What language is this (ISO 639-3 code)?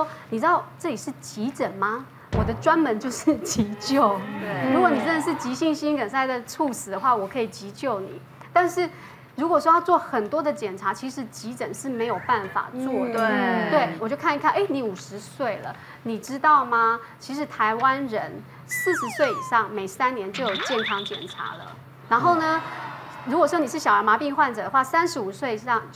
zho